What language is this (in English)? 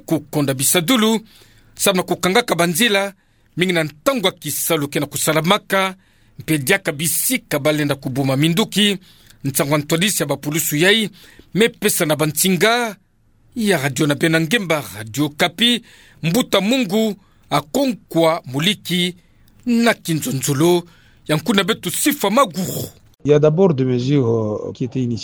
Kituba (Democratic Republic of Congo)